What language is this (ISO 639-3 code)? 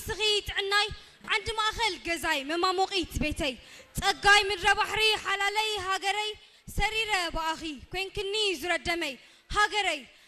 tir